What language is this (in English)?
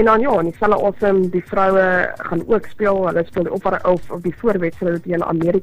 Afrikaans